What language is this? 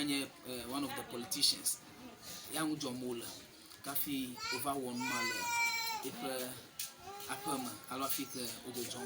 Ewe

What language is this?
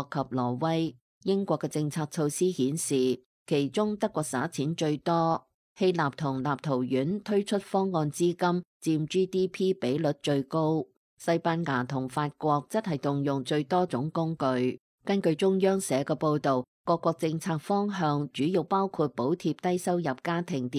Cantonese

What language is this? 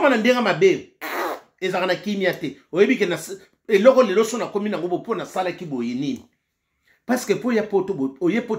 Lingala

